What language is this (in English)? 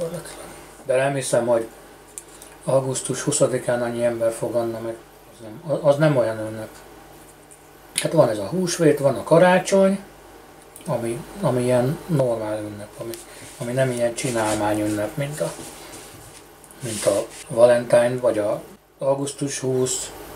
Hungarian